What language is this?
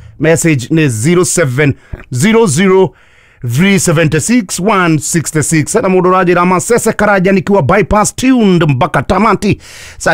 Kikuyu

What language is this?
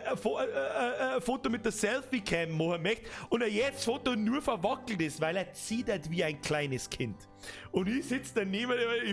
Bavarian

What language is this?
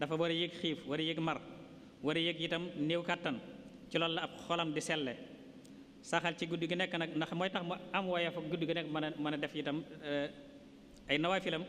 Wolof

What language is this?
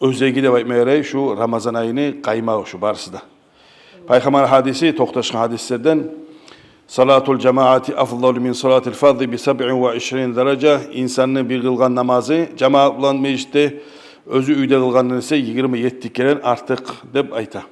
Kumyk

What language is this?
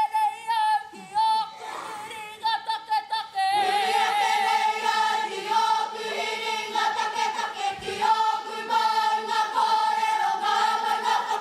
Māori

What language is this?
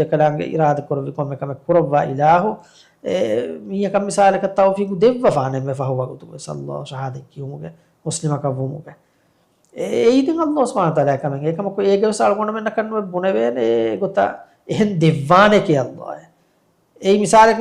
Divehi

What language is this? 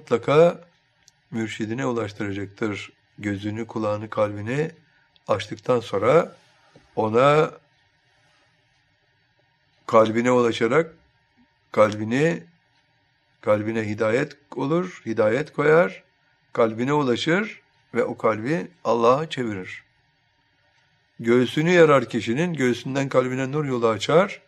Turkish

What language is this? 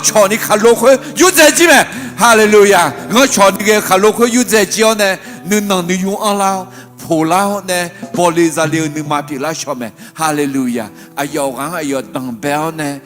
Akha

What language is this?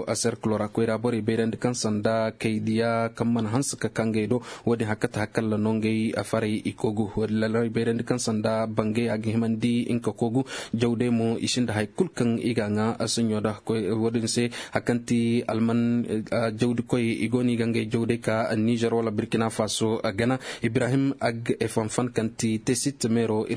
Zarma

